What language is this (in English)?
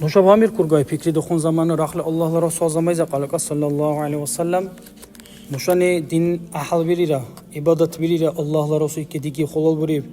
Dargwa